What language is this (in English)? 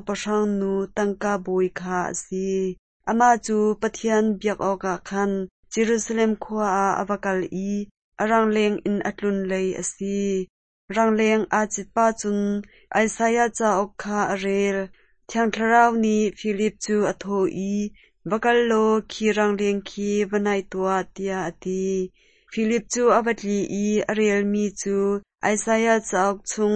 Hakha Chin